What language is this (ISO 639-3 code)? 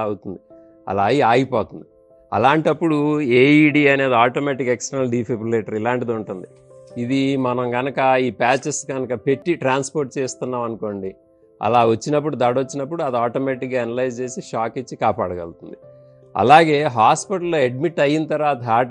tel